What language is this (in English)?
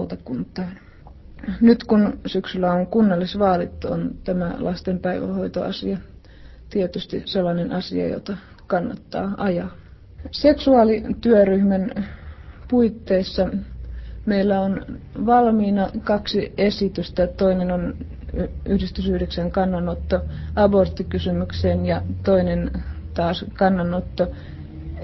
Finnish